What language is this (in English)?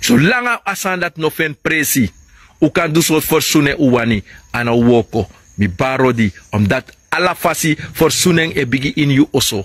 Sranan Tongo